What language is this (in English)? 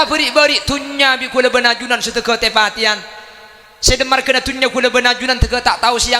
Madurese